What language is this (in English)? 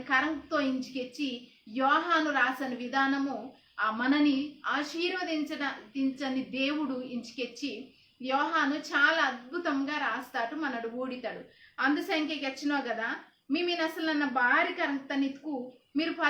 Koya